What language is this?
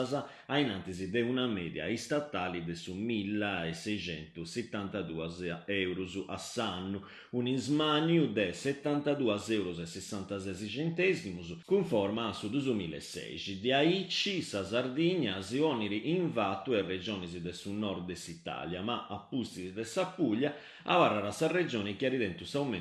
Sardinian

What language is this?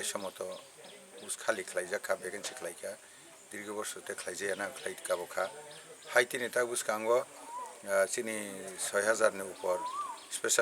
Kok Borok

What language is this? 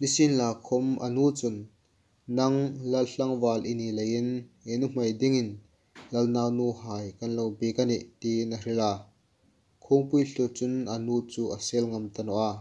Hmar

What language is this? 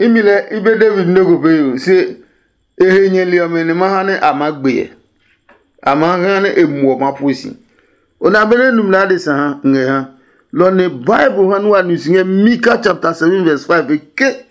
Adangme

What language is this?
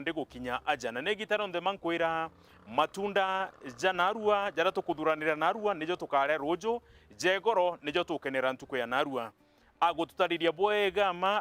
Meru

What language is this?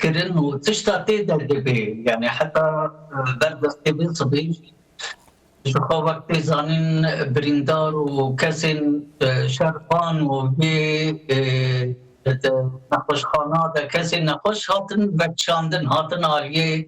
Kurdish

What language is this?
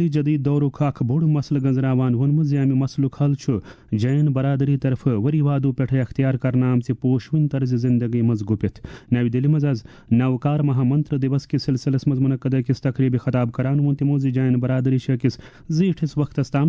Kashmiri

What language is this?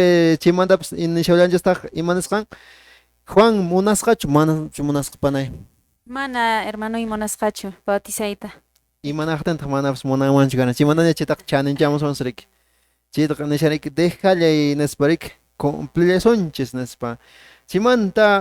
Quechua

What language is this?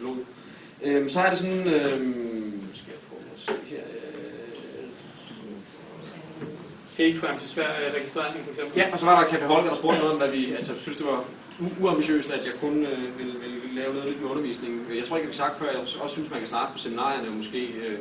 Danish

